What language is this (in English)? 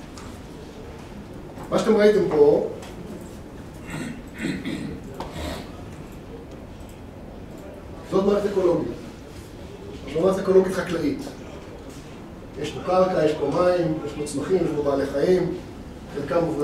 Hebrew